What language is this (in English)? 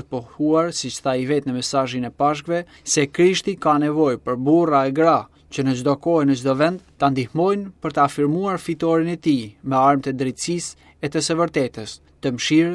Albanian